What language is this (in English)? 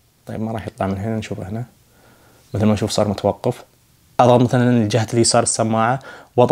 Najdi Arabic